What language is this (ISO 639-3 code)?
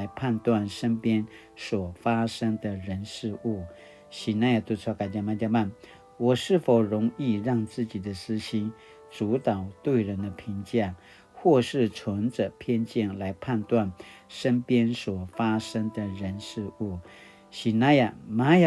pwn